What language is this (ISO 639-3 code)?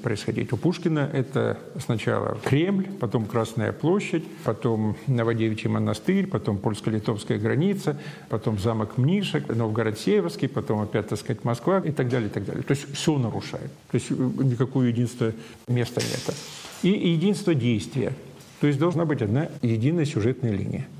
rus